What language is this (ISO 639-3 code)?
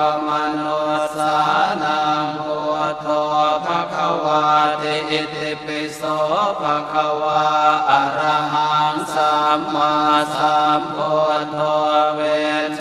pli